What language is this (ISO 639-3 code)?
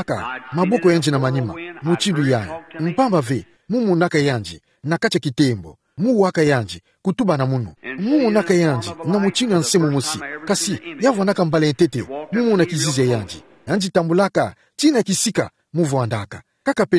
ktu